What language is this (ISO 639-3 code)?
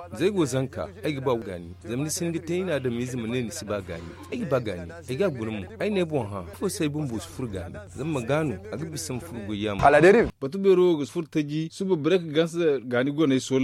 dje